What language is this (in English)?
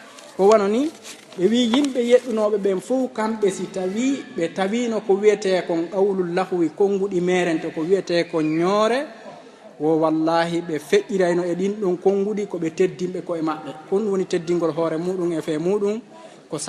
Fula